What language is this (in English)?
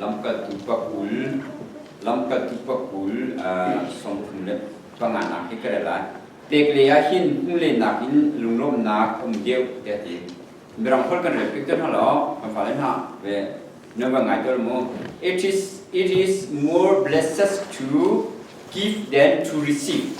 Hakha Chin